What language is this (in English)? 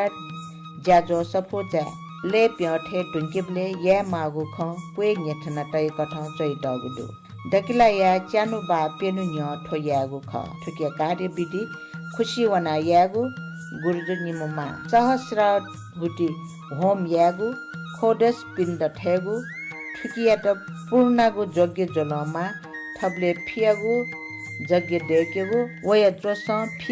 Newari